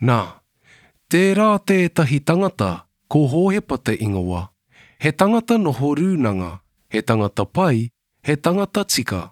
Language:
Māori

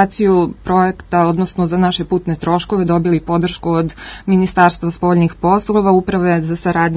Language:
Serbian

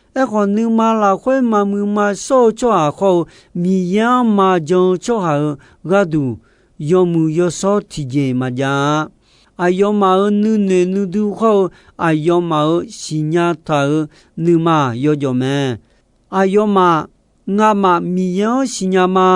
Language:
Akha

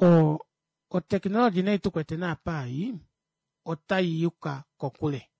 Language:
Kuanyama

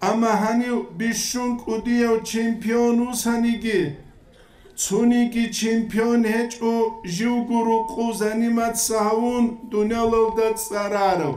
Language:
Avaric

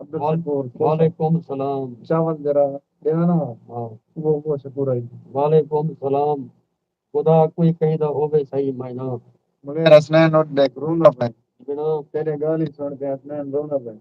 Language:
Saraiki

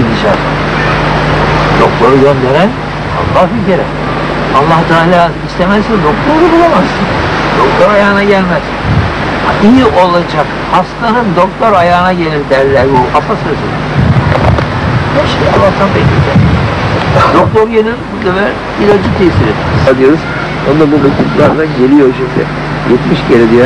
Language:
Turkish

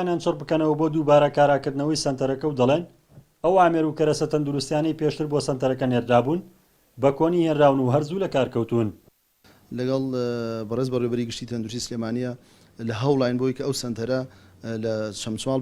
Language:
Central Kurdish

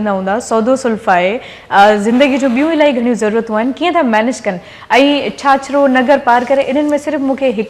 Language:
Sindhi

